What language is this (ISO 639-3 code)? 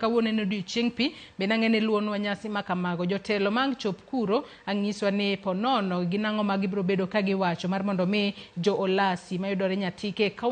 luo